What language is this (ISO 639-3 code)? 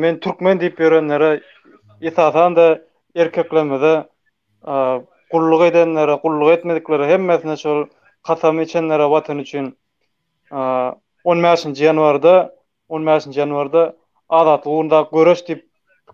tuk